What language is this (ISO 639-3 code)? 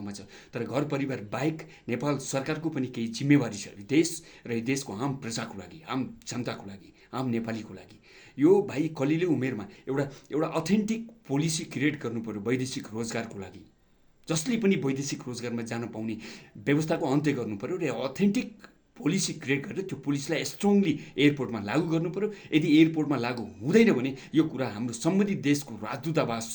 nep